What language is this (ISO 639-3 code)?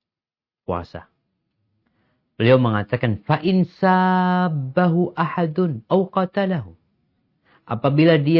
ind